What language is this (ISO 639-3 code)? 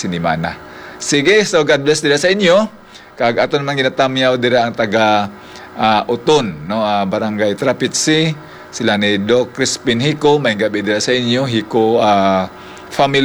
hil